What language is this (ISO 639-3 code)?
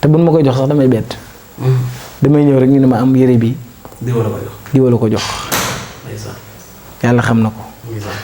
wol